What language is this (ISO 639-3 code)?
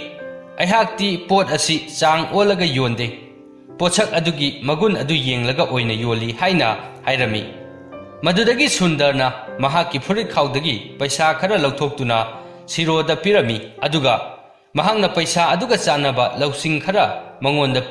mni